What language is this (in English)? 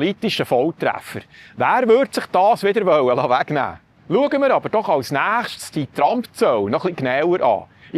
Swiss German